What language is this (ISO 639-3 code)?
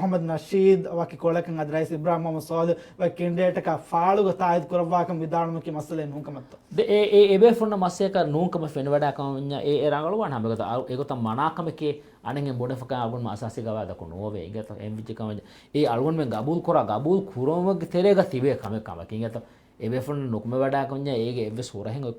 div